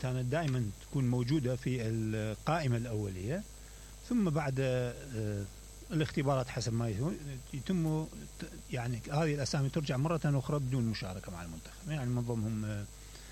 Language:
Mesopotamian Arabic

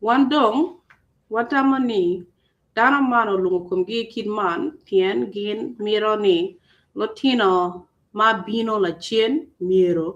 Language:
Acoli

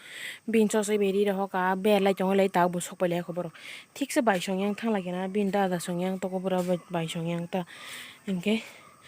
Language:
Kok Borok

